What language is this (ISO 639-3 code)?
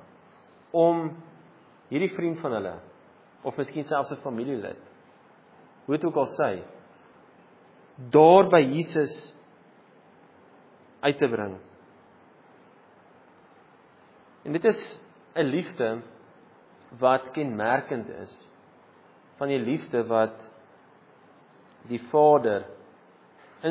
afr